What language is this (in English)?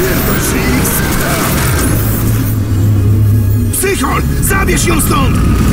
Polish